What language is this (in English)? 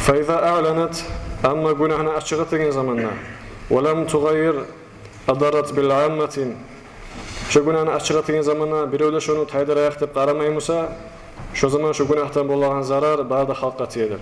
Kumyk